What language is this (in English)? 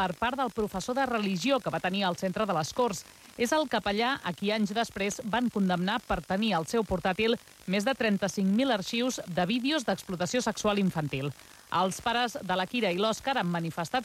Catalan